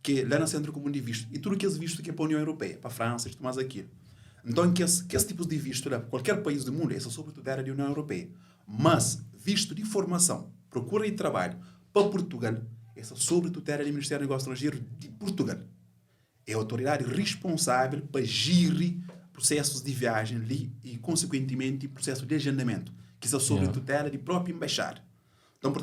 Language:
Kabuverdianu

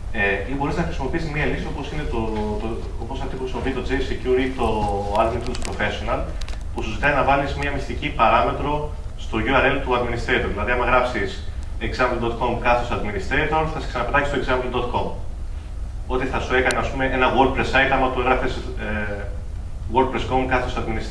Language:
Greek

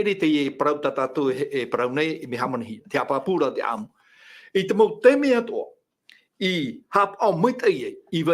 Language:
Tahitian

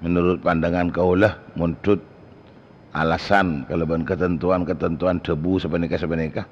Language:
Madurese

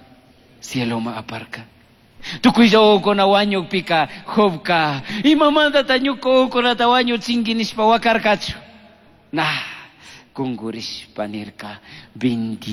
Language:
Chimborazo Highland Quichua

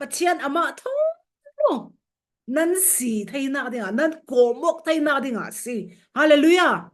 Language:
Falam Chin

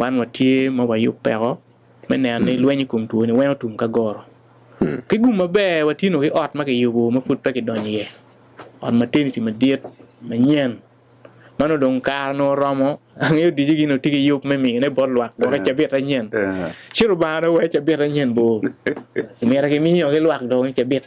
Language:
Acoli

